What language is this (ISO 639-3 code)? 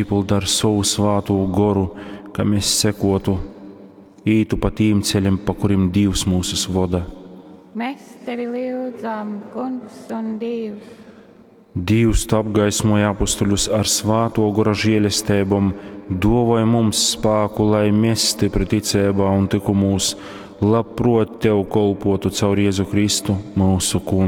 ltg